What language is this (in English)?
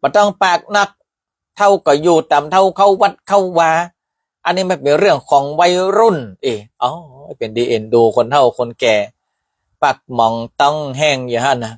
Northern Thai